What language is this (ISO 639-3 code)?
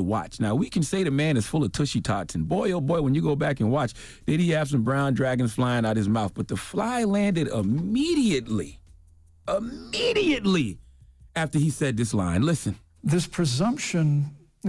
eng